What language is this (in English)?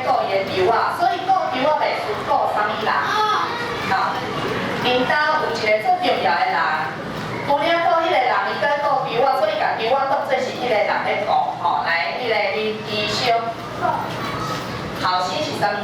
Min Nan Chinese